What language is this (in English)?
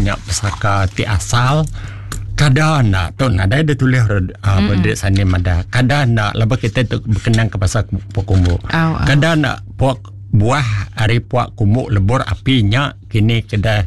Iban